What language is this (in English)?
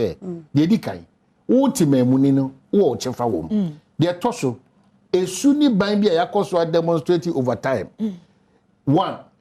Akan